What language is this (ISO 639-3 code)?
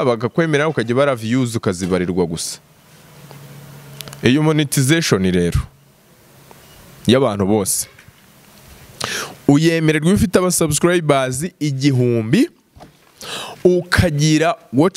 kin